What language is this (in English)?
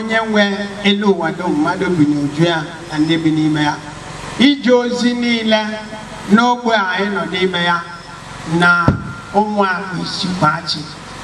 Igbo